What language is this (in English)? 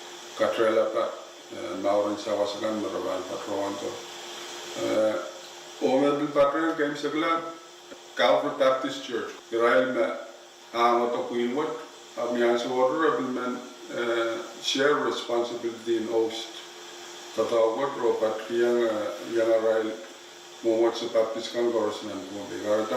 Pohnpeian